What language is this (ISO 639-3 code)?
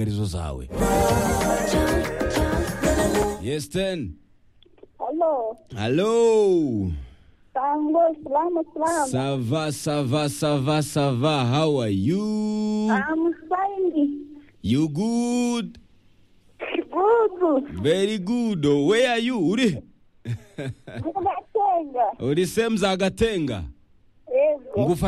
kin